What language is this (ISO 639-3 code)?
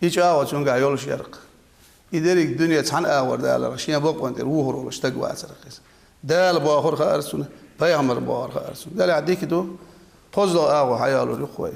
che